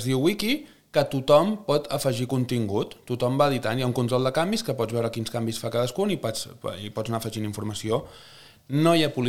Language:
Catalan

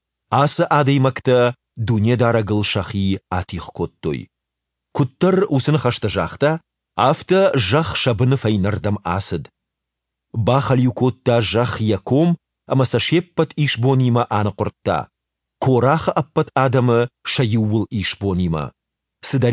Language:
Ossetic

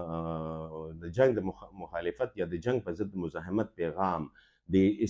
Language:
Pashto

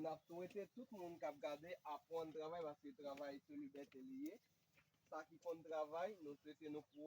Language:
Haitian Creole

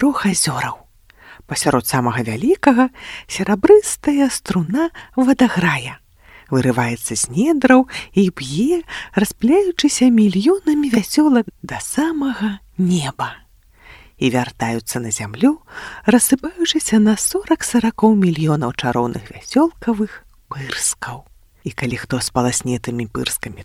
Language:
Belarusian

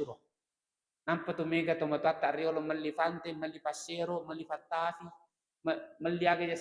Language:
Buginese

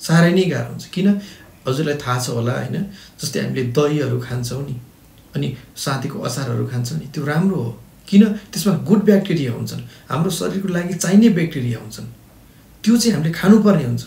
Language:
Nepali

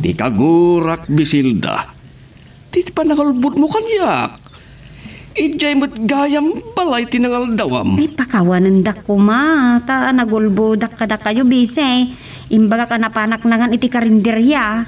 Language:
Iloko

